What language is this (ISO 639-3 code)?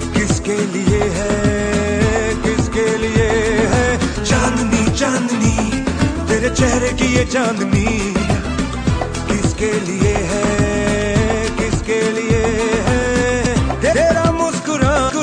hin